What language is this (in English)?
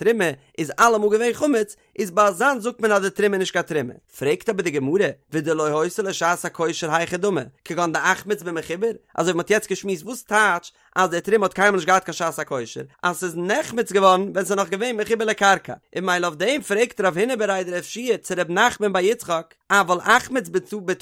Yiddish